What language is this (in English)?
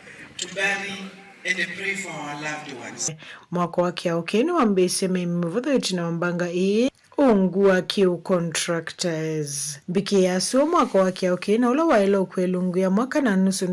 Kamba